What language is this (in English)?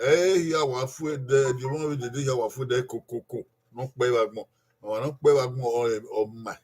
Bini